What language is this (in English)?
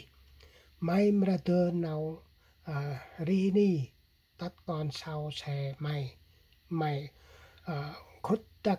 Central Mnong